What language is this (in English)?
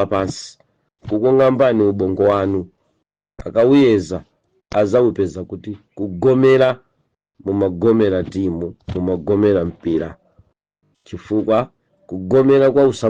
Nyanja